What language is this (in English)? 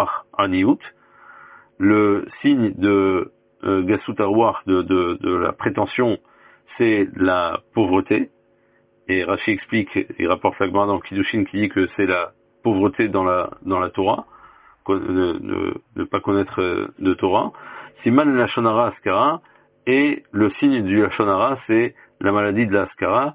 French